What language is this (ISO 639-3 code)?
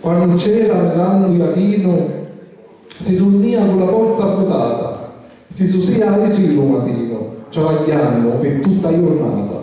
scn